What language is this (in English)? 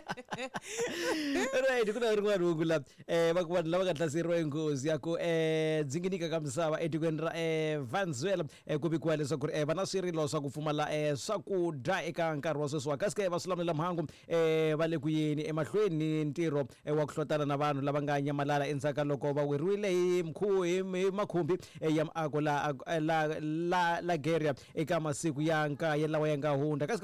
Tsonga